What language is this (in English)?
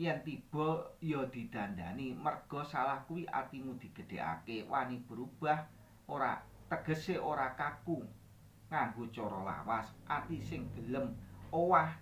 Javanese